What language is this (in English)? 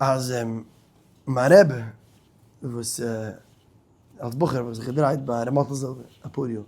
Yiddish